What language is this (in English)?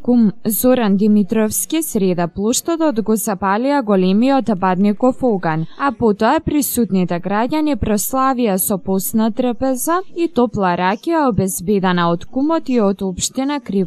Macedonian